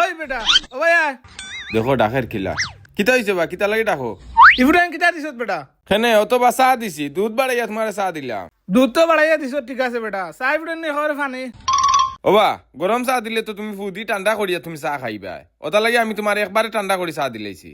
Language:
Sylheti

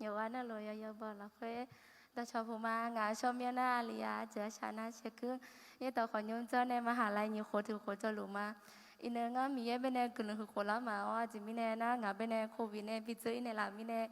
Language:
Akha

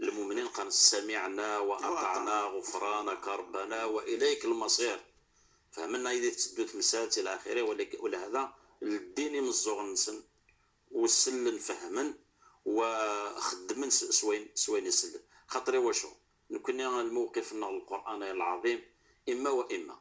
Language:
Kabyle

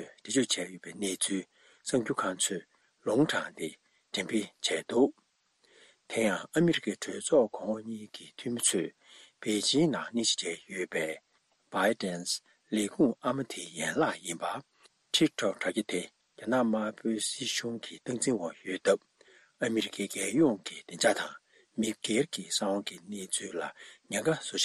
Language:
Tibetan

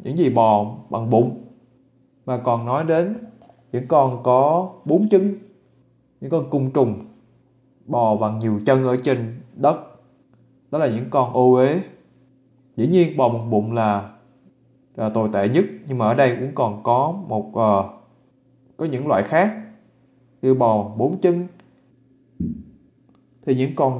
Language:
Vietnamese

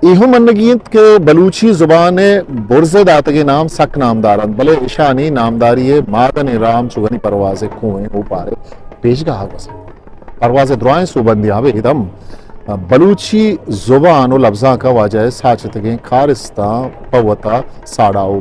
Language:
Eastern Balochi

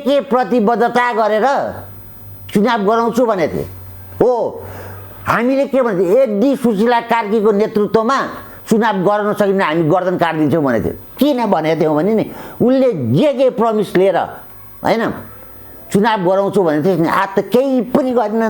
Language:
Nepali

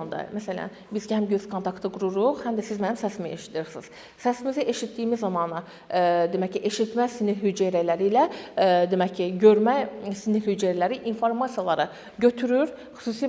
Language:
Azerbaijani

